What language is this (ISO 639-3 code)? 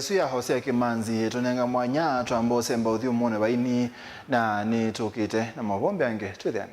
kam